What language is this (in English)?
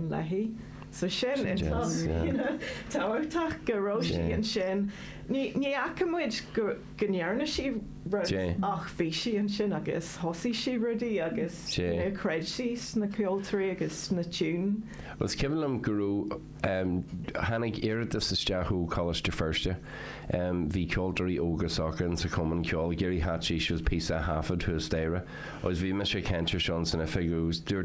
Irish